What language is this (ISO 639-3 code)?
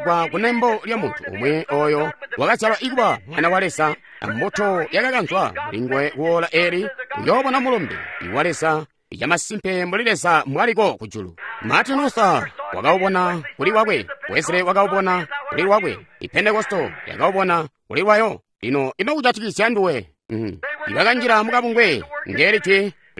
toi